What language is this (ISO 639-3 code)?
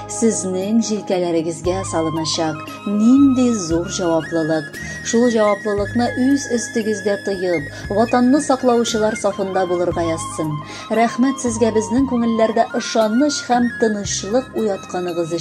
tat